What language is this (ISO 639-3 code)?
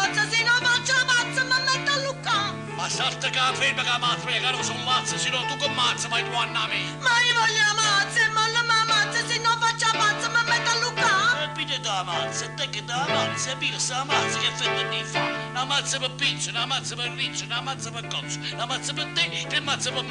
nap